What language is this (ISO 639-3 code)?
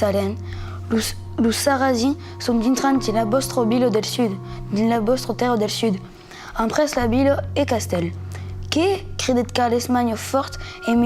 oci